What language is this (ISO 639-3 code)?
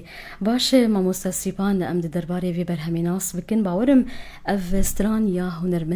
kur